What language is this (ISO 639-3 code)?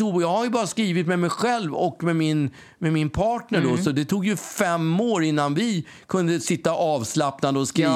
swe